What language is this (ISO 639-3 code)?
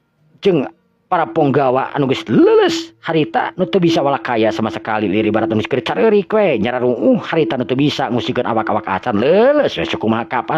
sun